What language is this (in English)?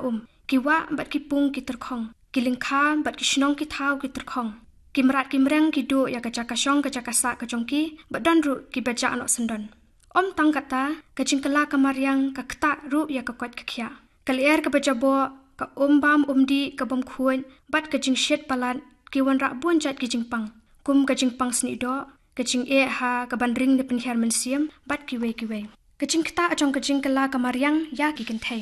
Khasi